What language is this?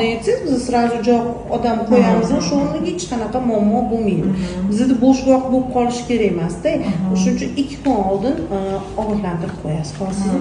Uzbek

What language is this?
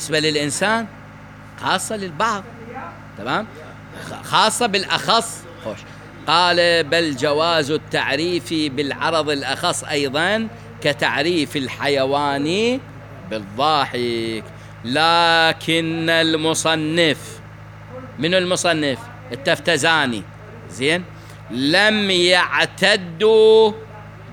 Mesopotamian Arabic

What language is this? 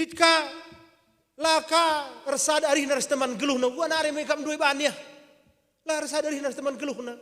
Batak Karo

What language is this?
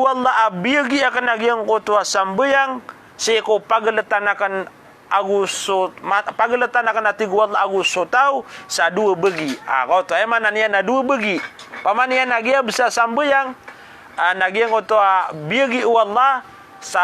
Maranao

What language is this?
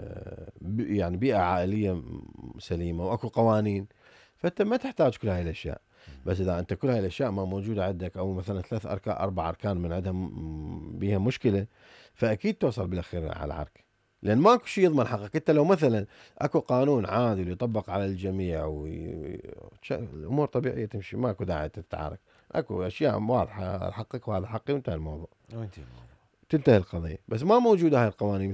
Mesopotamian Arabic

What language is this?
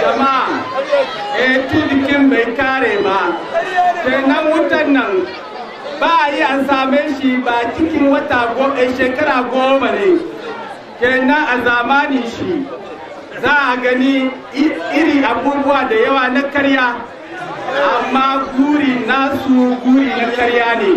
Hausa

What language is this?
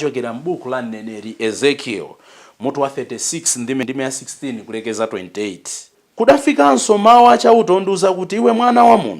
Nyanja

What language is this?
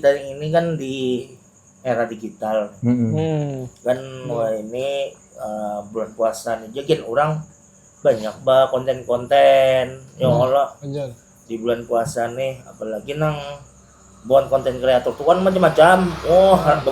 Banjar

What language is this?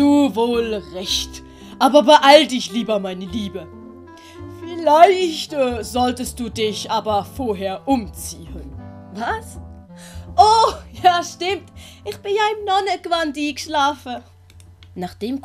Swiss German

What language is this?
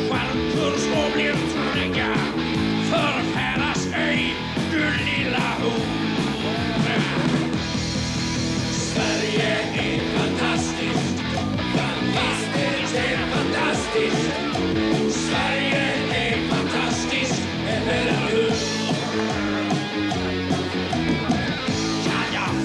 Swedish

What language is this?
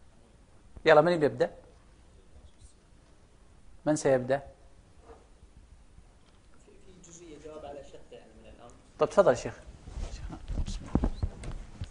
Arabic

